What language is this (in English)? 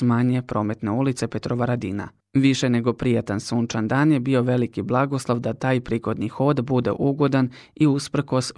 Croatian